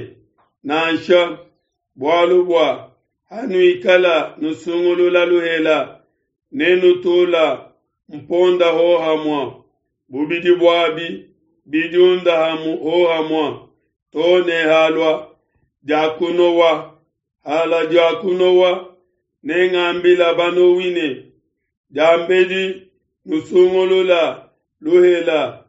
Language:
Luba-Lulua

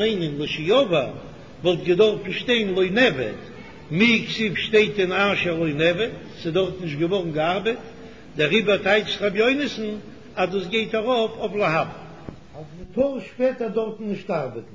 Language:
Yiddish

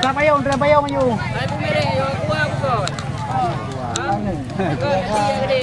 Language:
Achinese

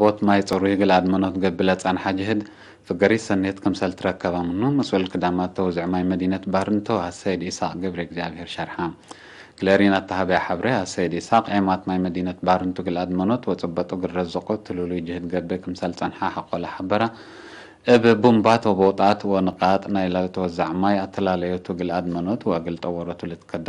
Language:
Tigre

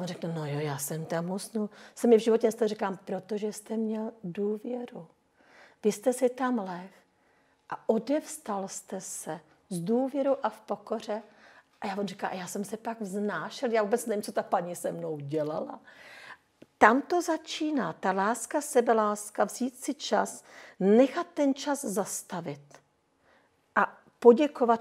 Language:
Czech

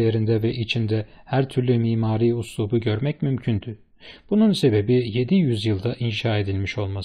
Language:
Turkish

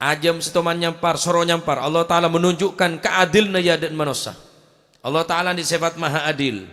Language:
Madurese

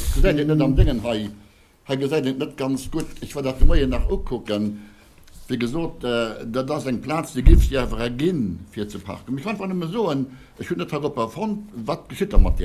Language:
Luxembourgish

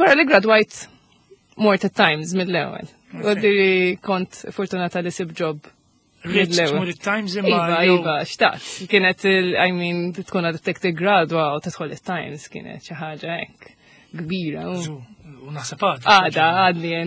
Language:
Maltese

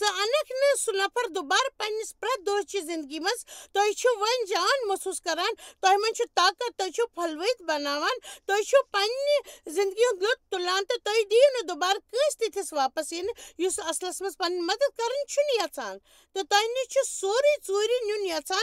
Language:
Kashmiri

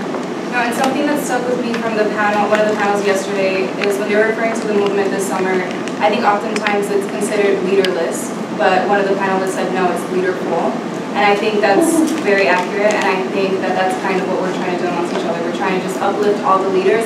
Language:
English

